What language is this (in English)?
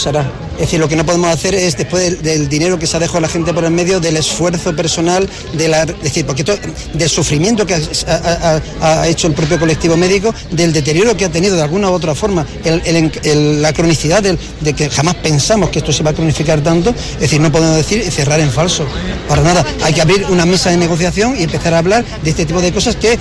Spanish